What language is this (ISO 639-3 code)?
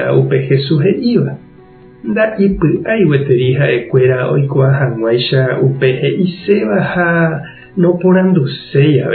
grn